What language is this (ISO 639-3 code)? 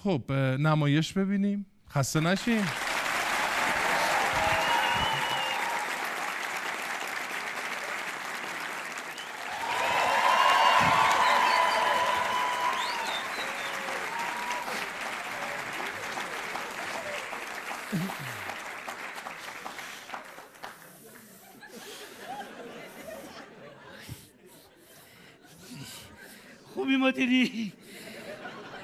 fas